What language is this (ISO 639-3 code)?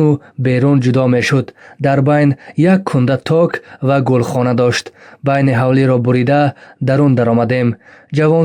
tgk